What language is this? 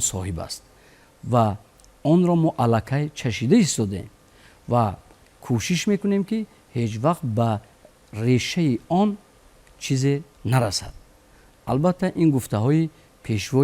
Tajik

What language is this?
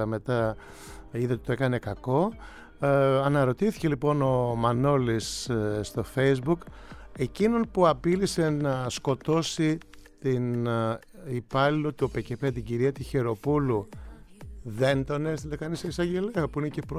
Greek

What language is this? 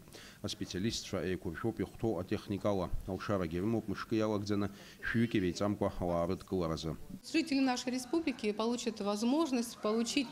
Abkhazian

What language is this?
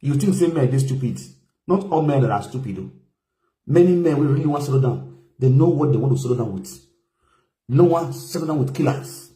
Nigerian Pidgin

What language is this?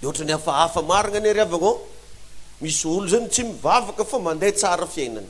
Malagasy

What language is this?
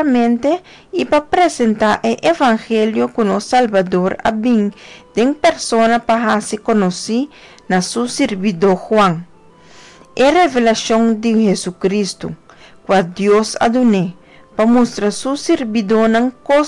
Papiamento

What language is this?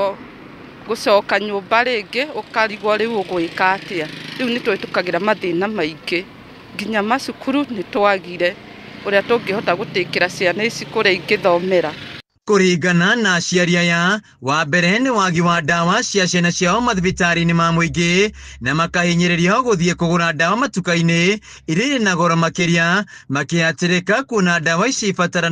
Kikuyu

